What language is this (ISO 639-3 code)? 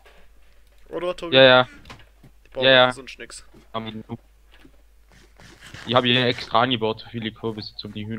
deu